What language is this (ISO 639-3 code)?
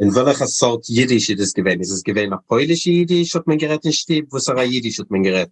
yid